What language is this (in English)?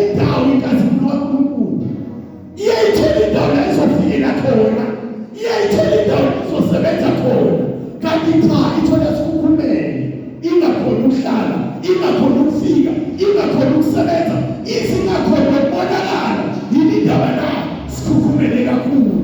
Zulu